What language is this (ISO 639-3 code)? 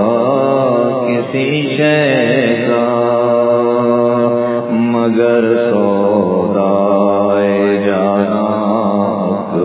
urd